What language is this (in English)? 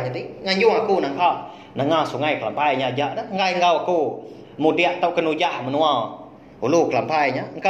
Iban